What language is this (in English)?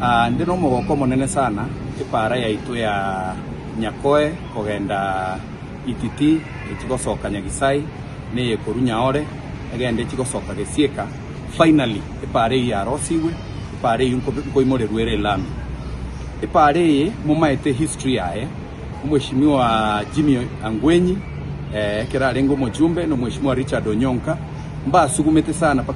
Gusii